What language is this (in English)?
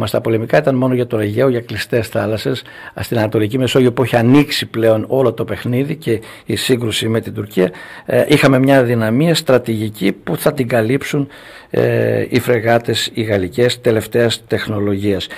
Greek